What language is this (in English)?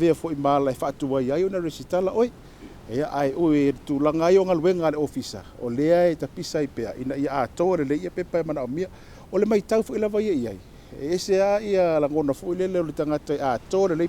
Samoan